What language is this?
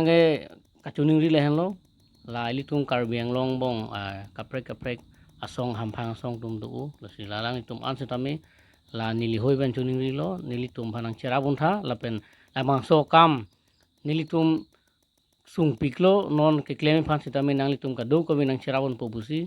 Karbi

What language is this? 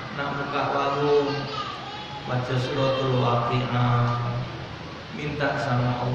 Musi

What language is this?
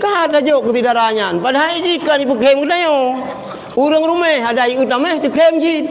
Achinese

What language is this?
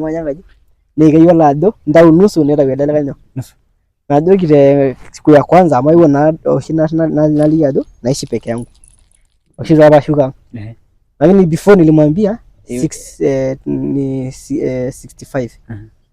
Masai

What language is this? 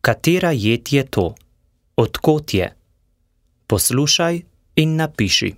Slovenian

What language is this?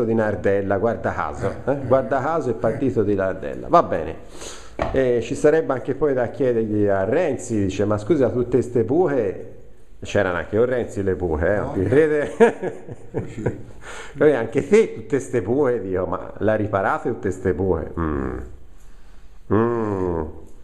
Italian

